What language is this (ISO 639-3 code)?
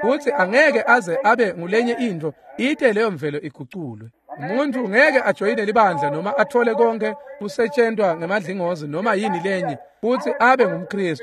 ssw